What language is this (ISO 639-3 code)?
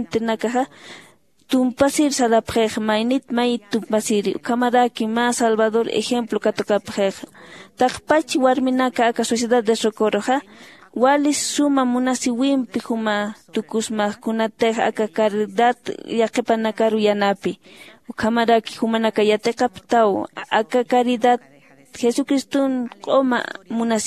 aym